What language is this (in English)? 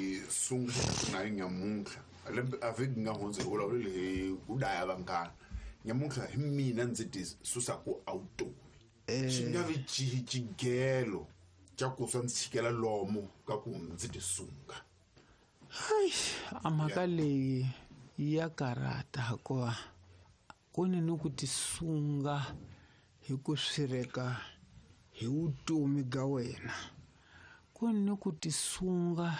Tsonga